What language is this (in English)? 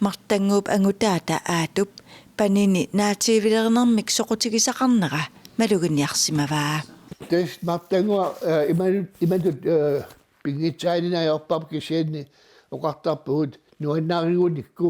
Kalaallisut